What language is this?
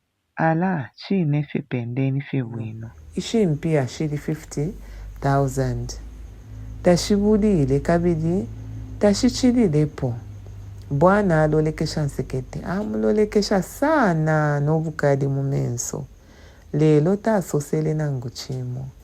Bemba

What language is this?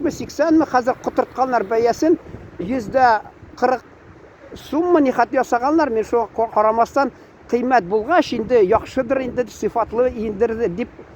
Tatar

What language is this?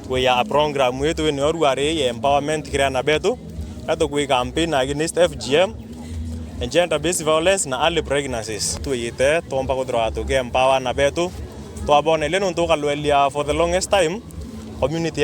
Meru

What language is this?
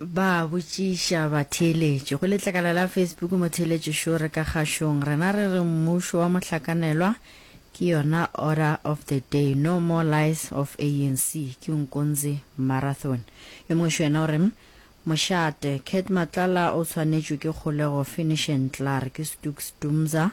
Northern Sotho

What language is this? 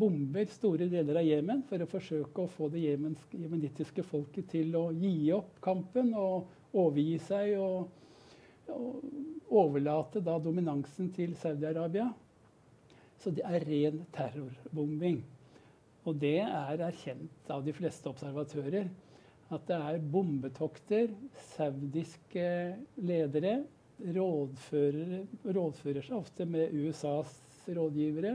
Norwegian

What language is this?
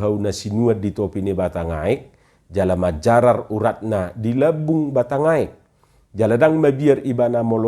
Batak Toba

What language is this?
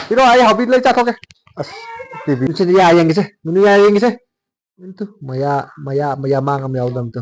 Manipuri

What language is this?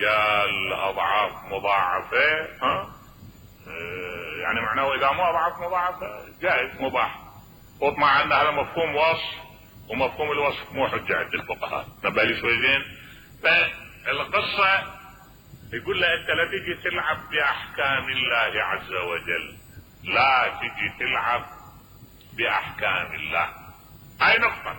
Mesopotamian Arabic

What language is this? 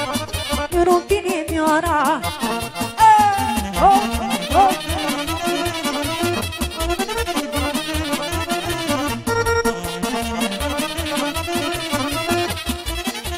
Romanian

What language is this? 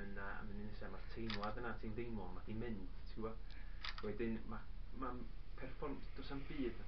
Welsh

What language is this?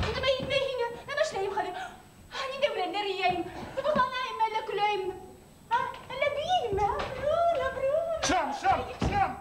Bashkir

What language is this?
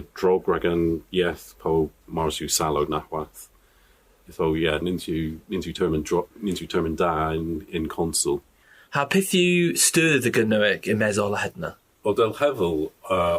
Cornish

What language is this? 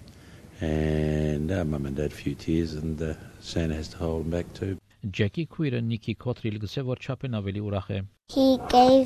Armenian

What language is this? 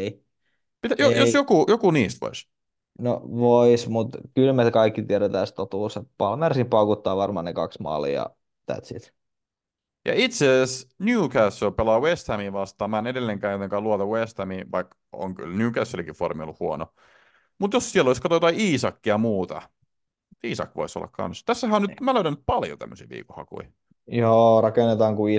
Finnish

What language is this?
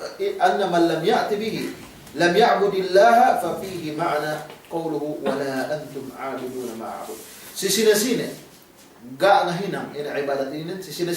Yakan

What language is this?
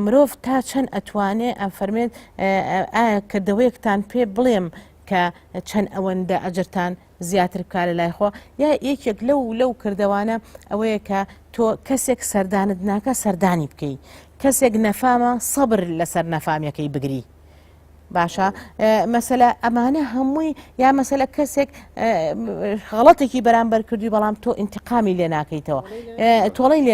Central Kurdish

